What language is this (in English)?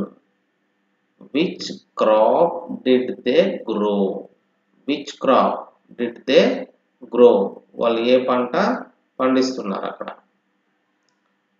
Telugu